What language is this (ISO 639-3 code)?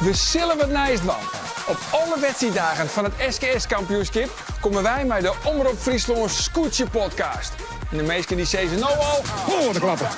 fry